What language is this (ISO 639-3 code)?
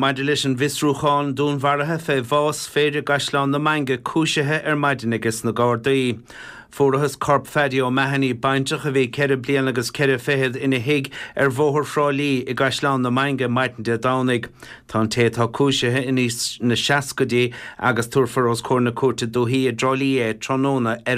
gle